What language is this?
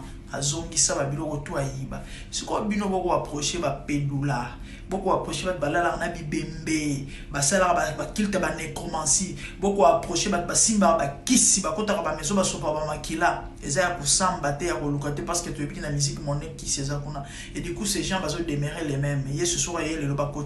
Lingala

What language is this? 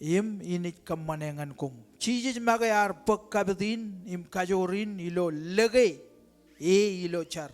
Marshallese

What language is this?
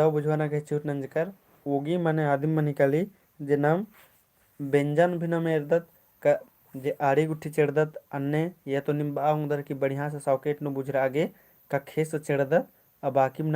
Kurukh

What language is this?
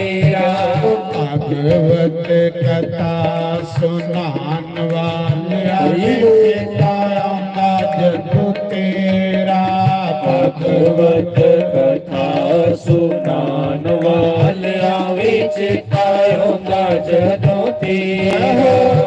Dogri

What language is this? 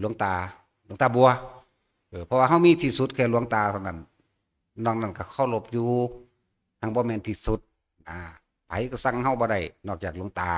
Northeastern Thai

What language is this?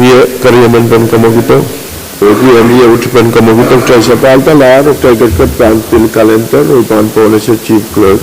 Pohnpeian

